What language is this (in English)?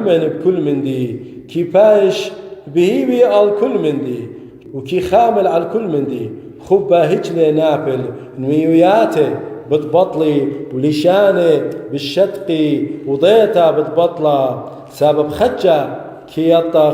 Assyrian Neo-Aramaic